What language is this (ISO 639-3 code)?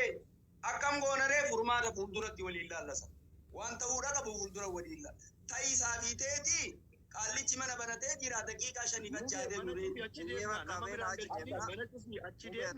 orm